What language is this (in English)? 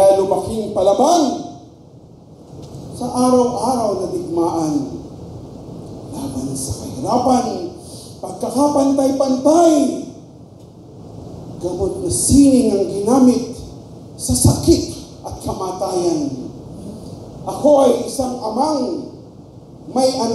Filipino